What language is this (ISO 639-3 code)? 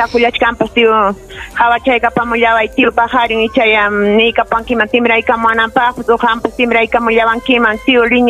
quy